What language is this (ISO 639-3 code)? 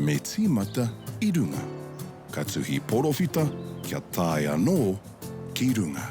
mri